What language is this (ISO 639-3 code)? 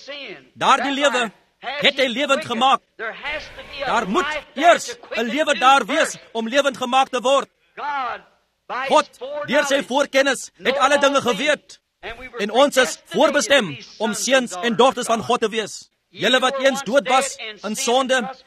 afr